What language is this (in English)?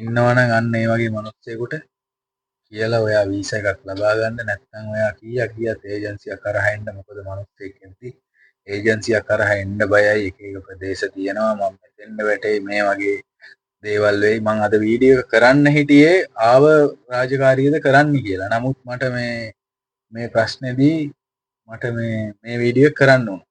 Sinhala